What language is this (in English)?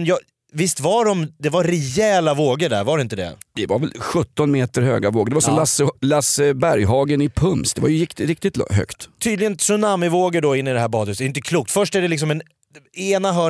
Swedish